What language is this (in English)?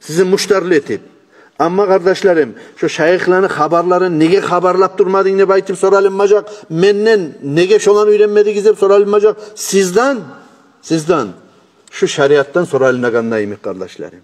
Kumyk